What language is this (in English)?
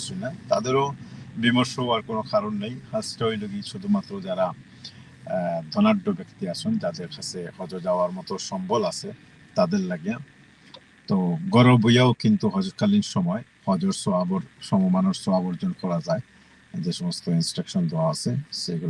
Sylheti